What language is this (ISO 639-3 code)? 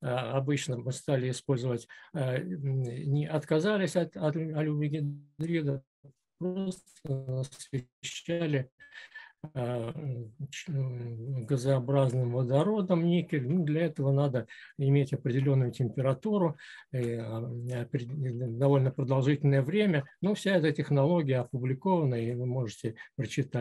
rus